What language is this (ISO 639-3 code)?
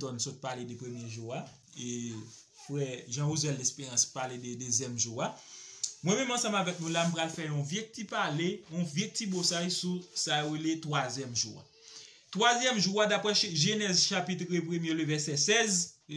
hat